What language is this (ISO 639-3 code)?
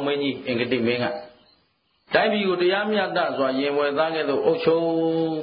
mya